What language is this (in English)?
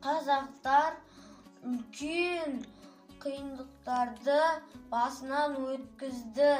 Kazakh